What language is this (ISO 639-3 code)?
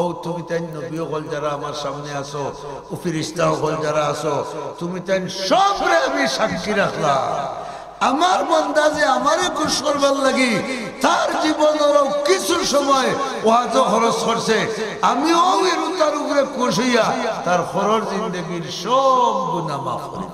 syl